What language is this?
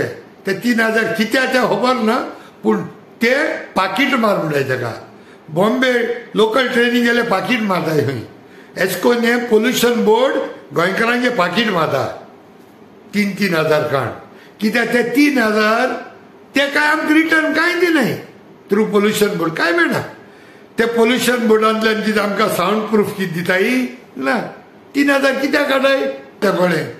Konkani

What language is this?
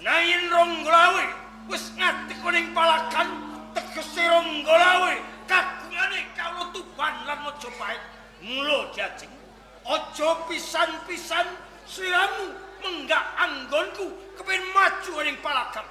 Javanese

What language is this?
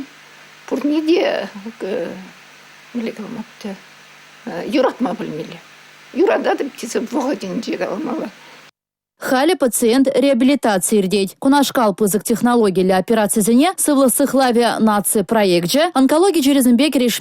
Chuvash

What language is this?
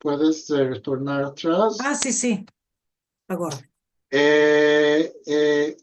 Ladino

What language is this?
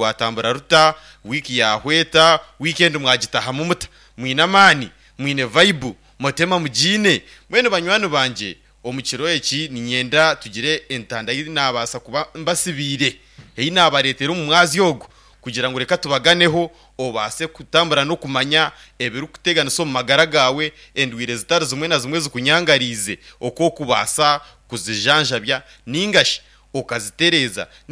Nyankole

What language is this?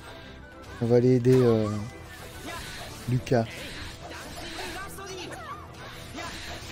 French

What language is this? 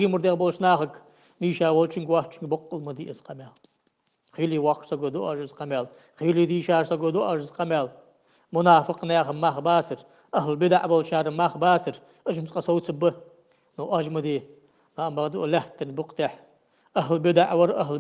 Ingush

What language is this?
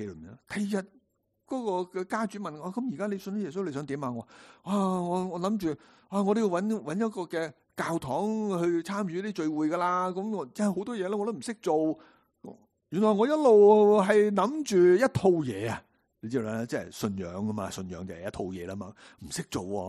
Cantonese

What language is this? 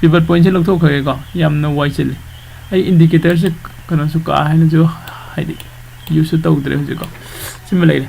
Manipuri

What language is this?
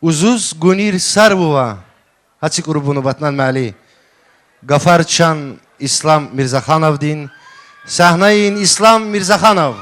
Tabassaran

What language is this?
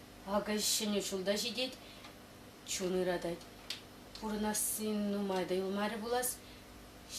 Chuvash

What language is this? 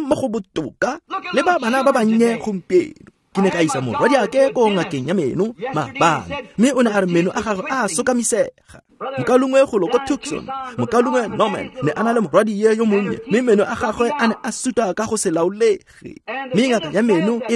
Tswana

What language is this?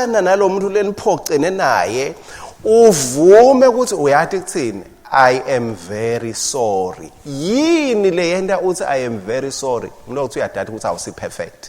Swati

